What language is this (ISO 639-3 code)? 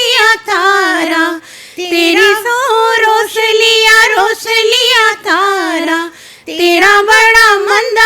doi